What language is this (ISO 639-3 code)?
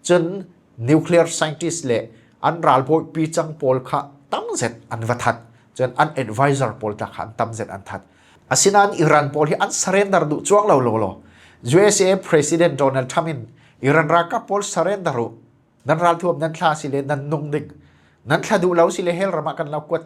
cfm